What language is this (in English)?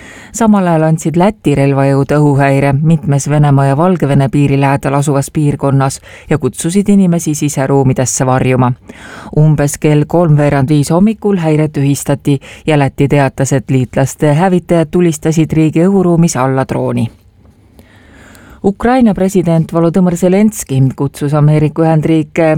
Estonian